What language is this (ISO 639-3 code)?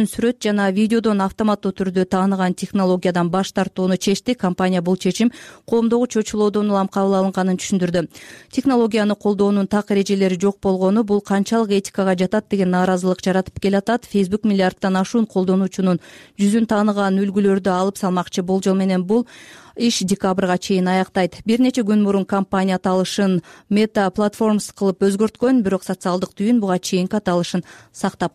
kir